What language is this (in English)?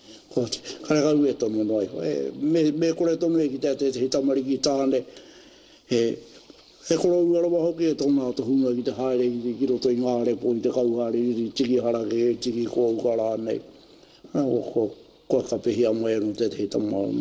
Māori